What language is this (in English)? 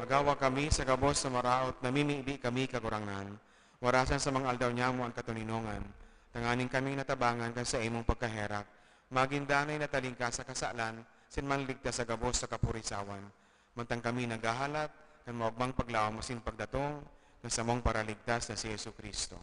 Bikol